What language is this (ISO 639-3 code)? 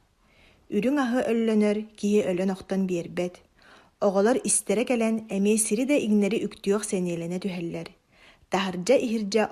sah